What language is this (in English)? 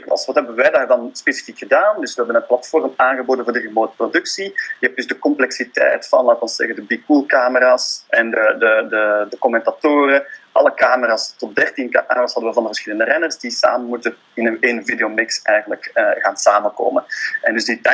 Dutch